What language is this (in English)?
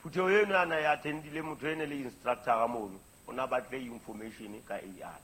Southern Sotho